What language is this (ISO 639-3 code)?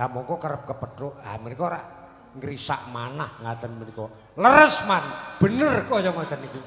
jav